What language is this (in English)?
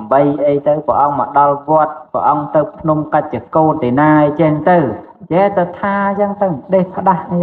Khmer